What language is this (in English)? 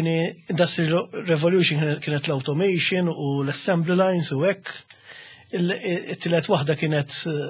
Maltese